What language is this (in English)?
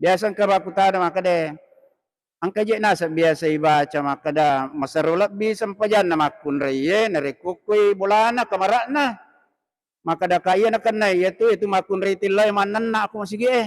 Buginese